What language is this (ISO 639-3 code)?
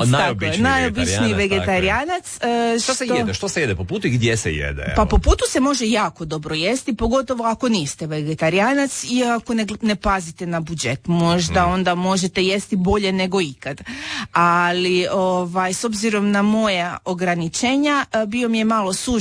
hrv